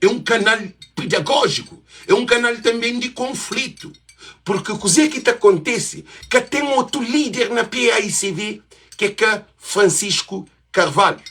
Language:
Kabuverdianu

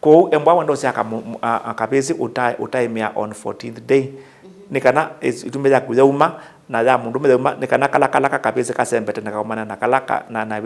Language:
Kamba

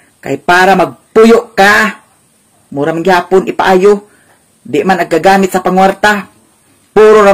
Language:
Cebuano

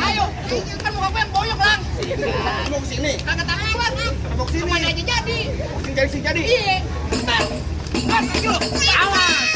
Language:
Betawi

